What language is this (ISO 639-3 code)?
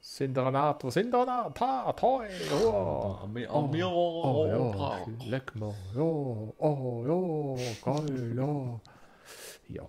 gsw